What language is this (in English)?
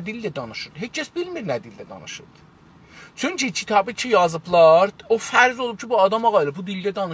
South Azerbaijani